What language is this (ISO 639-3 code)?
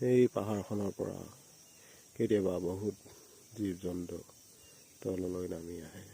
asm